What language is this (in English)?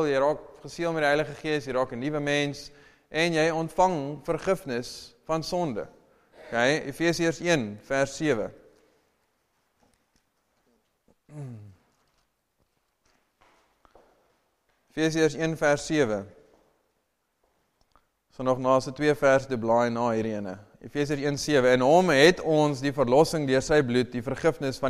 Afrikaans